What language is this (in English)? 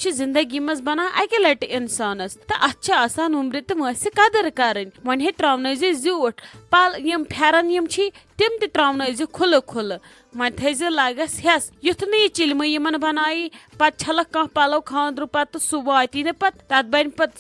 Kashmiri